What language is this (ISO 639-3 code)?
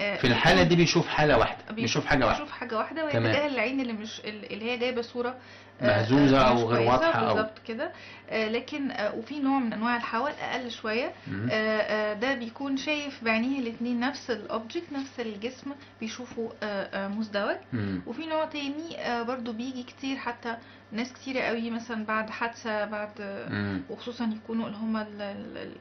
arz